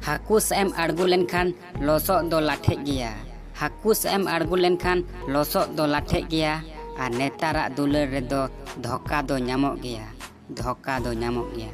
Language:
Santali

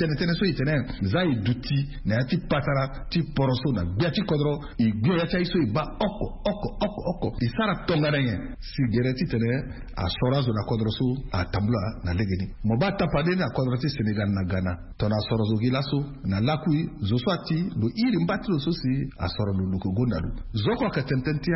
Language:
Sango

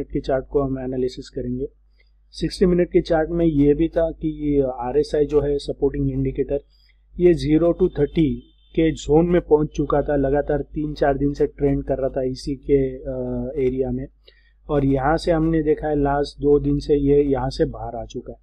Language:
Hindi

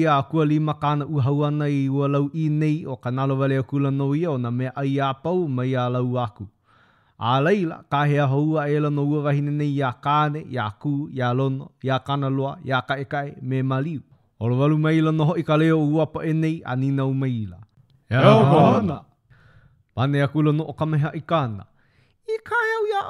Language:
Hawaiian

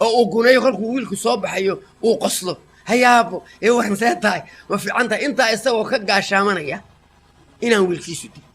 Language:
Somali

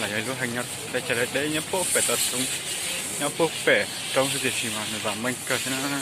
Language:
Hmong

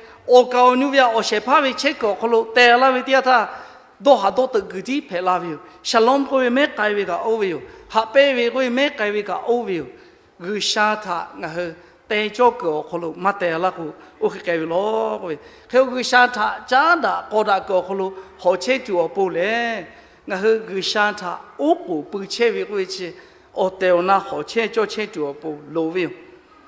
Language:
Lahu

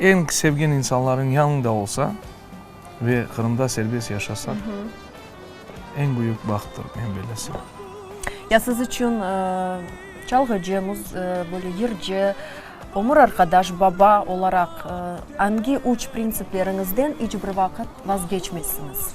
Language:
Crimean Tatar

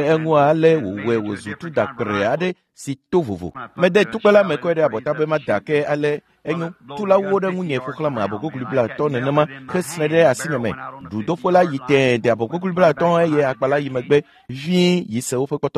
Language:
Ewe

